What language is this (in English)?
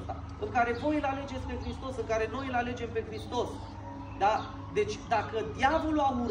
Romanian